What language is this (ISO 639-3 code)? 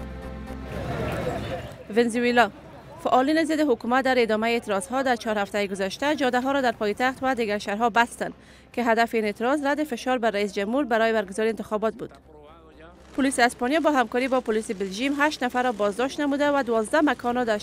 fas